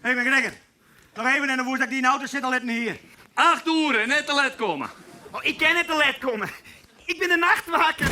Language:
Western Frisian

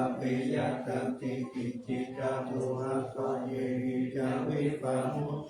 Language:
Pali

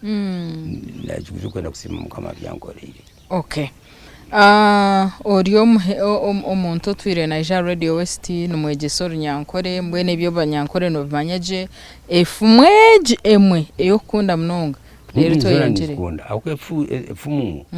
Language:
Nyankole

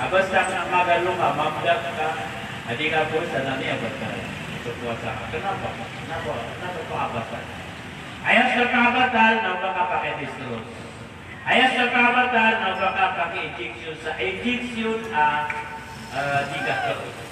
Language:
Maranao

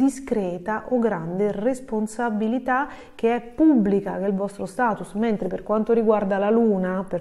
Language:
Italian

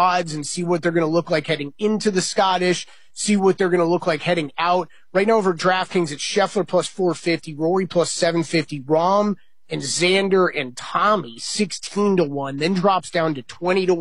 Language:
English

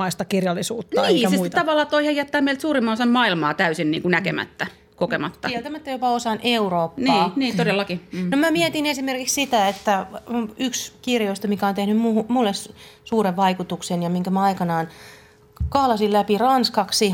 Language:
Finnish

